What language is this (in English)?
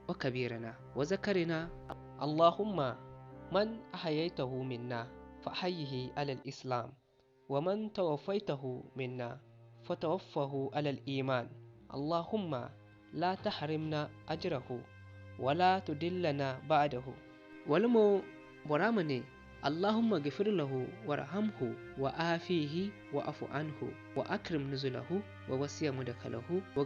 Zarma